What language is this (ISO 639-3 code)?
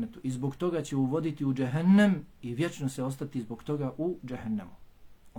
bos